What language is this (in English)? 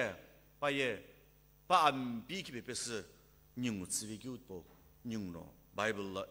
Sumi Naga